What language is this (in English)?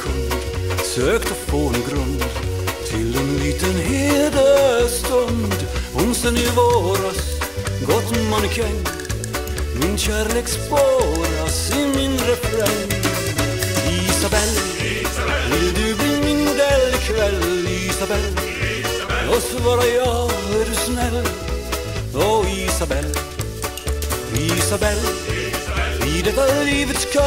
Swedish